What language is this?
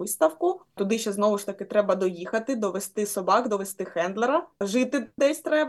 Ukrainian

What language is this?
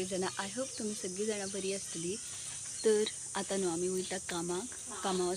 Konkani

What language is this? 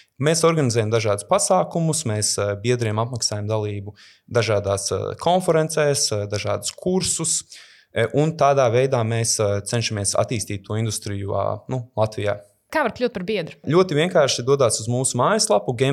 Latvian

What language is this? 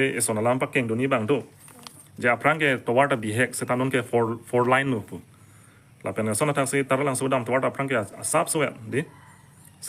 Karbi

